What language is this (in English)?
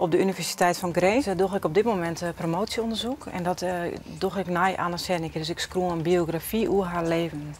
Western Frisian